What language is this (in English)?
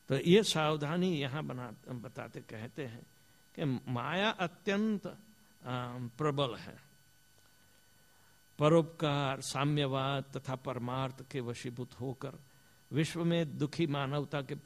Hindi